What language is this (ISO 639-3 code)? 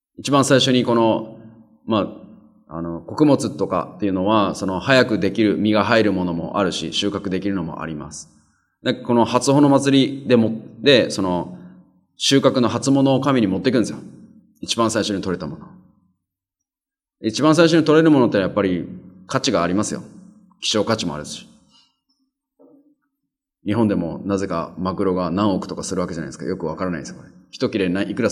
jpn